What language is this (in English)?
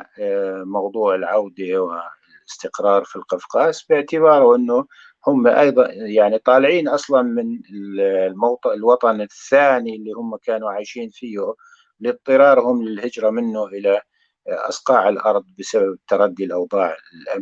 North Levantine Arabic